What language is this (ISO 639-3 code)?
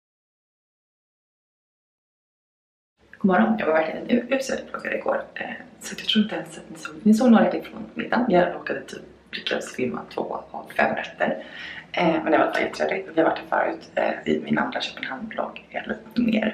swe